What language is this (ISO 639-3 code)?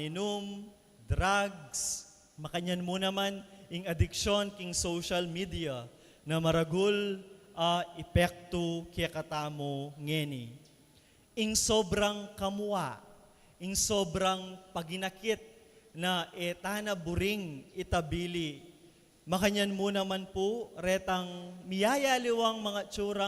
pam